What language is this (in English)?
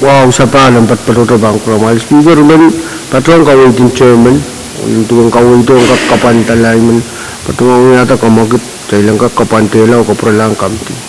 Pohnpeian